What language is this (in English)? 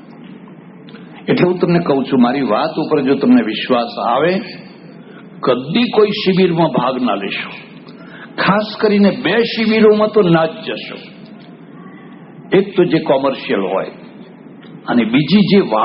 Gujarati